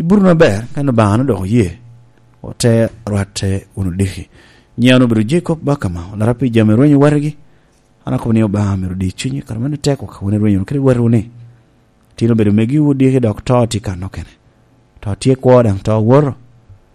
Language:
Lango (Uganda)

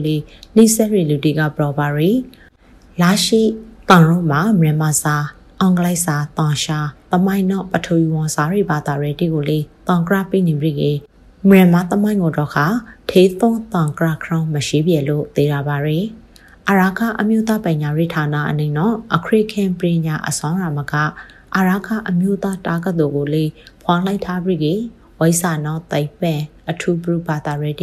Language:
Burmese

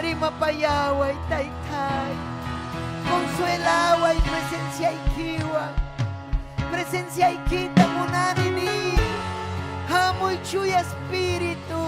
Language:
Ayacucho Quechua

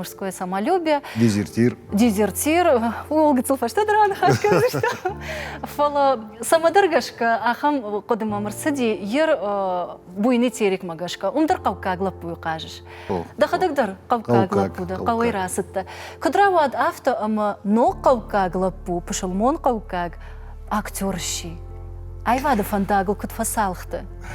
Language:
Ossetic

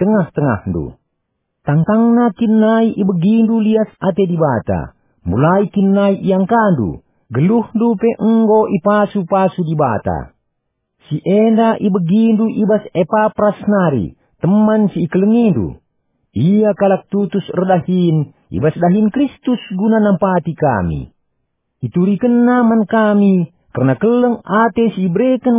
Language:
Batak Karo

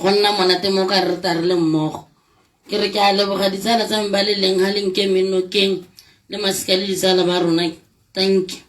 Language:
Tswana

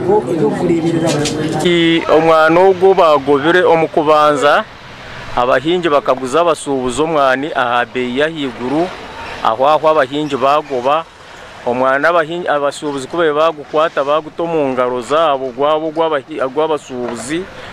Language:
Nyankole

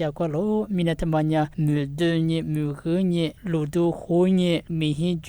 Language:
Lisu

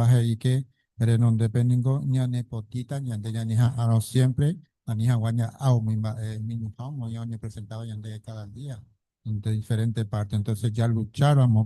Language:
Guarani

